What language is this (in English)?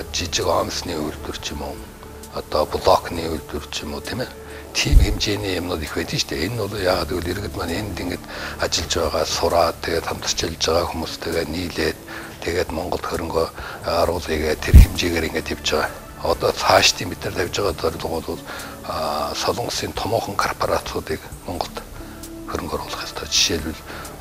Mongolian